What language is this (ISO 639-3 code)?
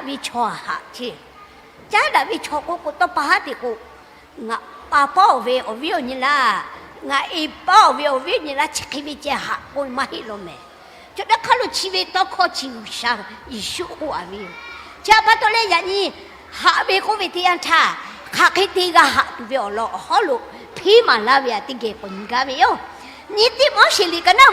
lhu